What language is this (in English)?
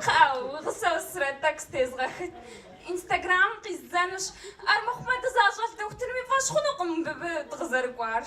Kabardian